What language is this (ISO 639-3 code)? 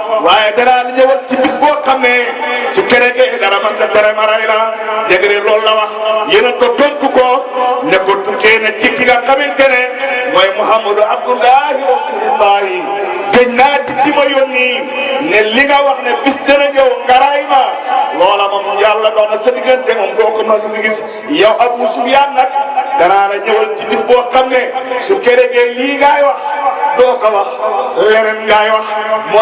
wol